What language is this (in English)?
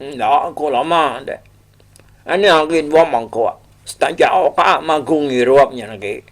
Iban